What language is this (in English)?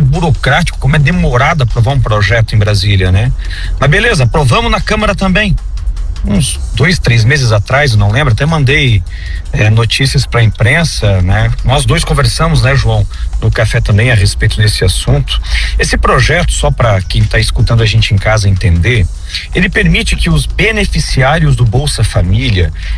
Portuguese